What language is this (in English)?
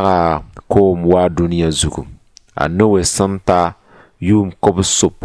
Mossi